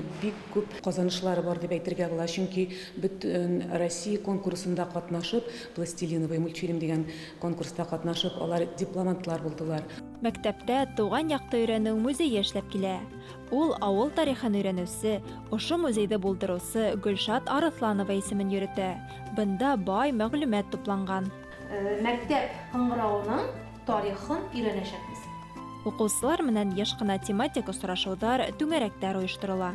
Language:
Bashkir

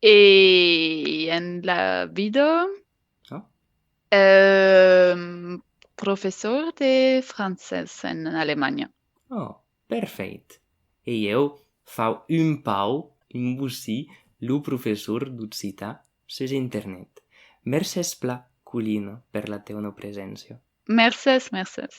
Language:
Occitan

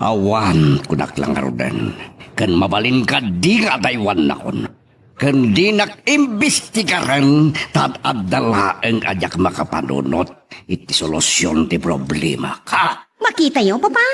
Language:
Iloko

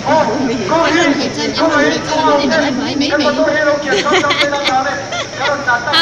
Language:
Mizo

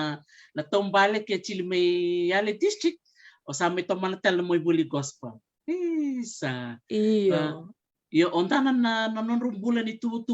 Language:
Fijian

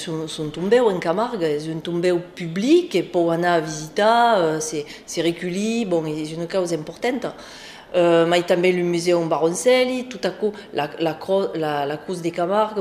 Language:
Occitan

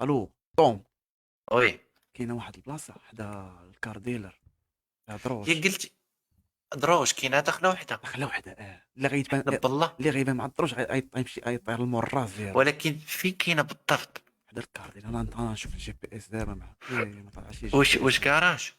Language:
Moroccan Arabic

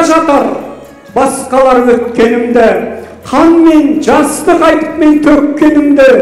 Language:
Kazakh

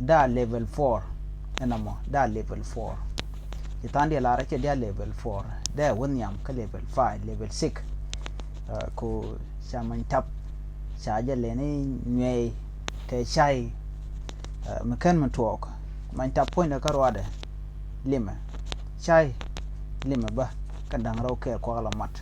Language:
Nuer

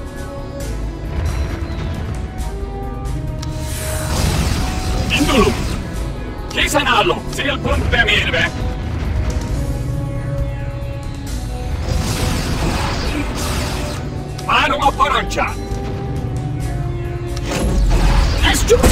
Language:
Hungarian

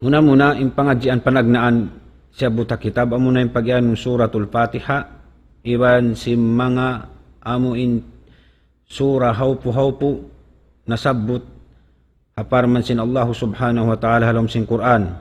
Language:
Tausug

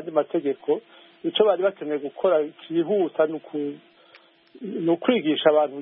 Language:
Kinyarwanda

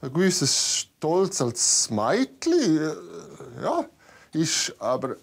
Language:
Swiss German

